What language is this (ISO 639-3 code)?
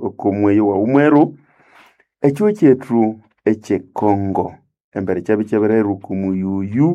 nnb